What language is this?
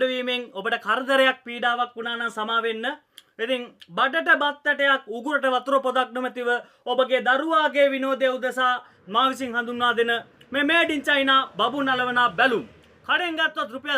Sinhala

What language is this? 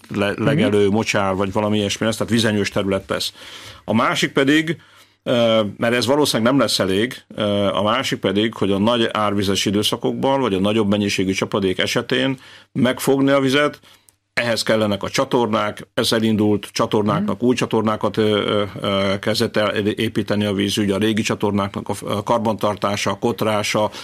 Hungarian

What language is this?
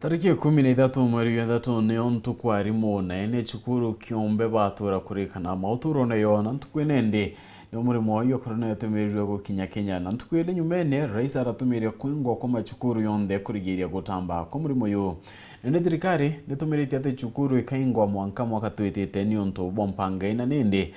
Meru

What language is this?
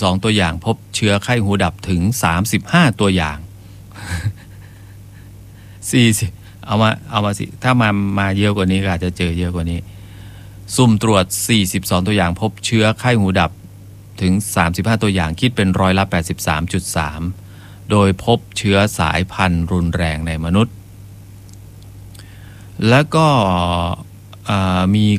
Thai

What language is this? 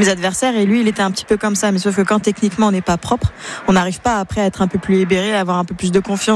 French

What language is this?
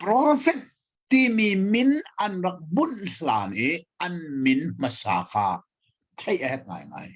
Hakha Chin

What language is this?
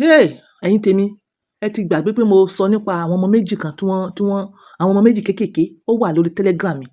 Yoruba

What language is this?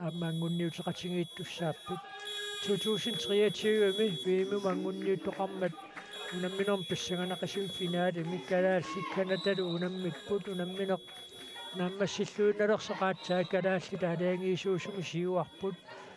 Kalaallisut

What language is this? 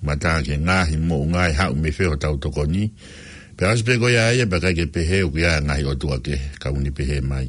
Tongan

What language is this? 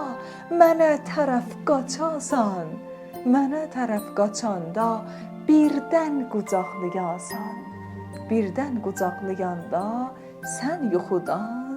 South Azerbaijani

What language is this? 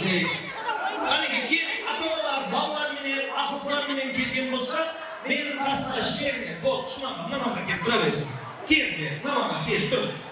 Kara-Kalpak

